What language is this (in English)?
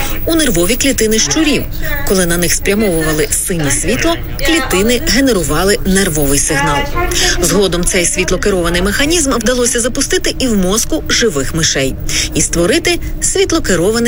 Ukrainian